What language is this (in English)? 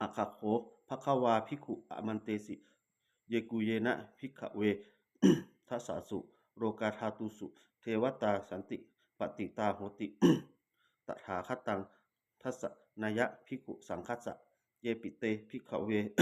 Pali